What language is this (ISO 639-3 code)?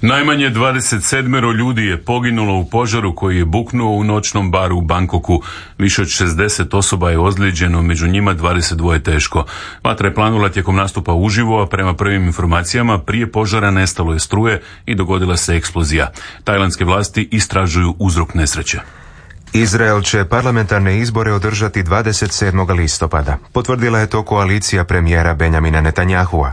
hrv